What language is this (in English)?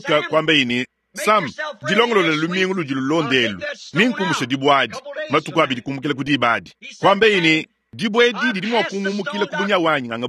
Luba-Lulua